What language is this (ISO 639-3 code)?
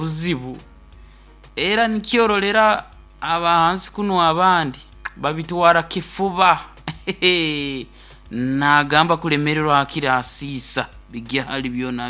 nyo